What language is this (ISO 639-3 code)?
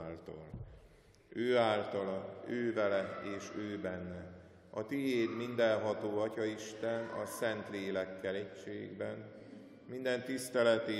hun